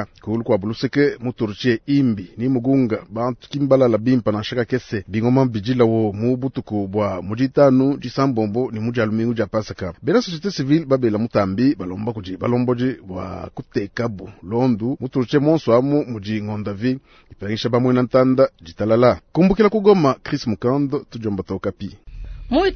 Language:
Luba-Lulua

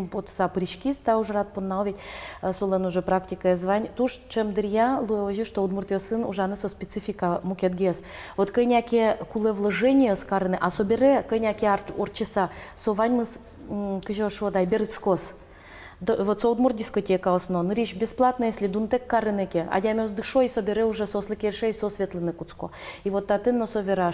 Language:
Udmurt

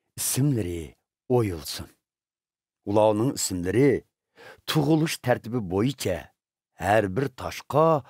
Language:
Uyghur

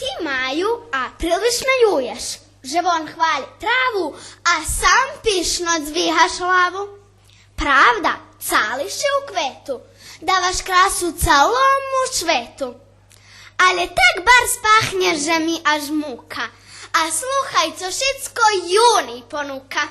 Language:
Rusyn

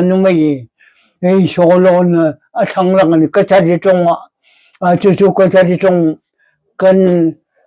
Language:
Hmar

